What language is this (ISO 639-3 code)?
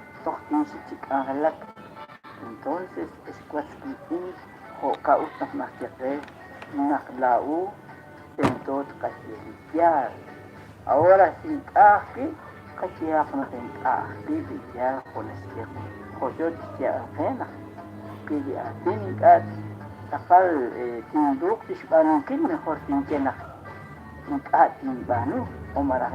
kek